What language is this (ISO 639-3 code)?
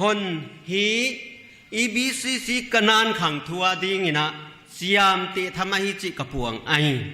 pck